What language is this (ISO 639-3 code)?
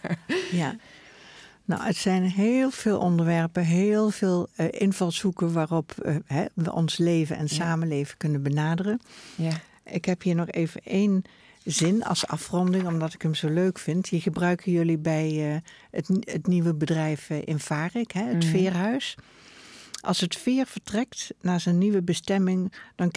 nld